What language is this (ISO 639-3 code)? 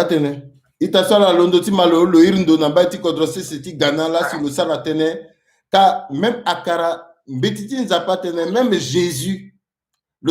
sag